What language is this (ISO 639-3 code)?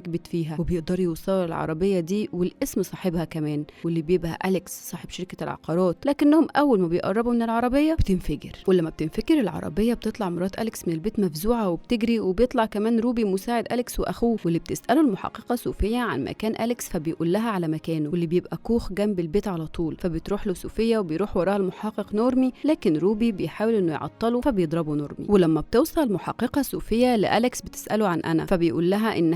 arz